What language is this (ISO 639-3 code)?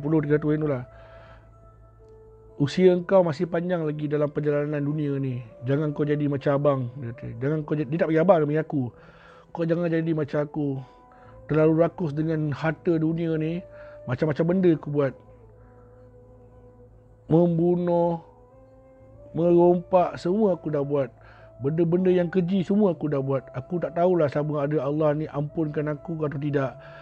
msa